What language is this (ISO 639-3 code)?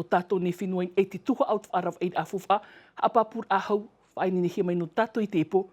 tah